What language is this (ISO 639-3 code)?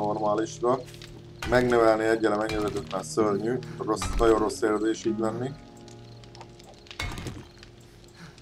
hun